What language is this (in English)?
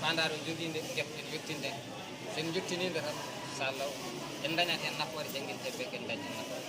Fula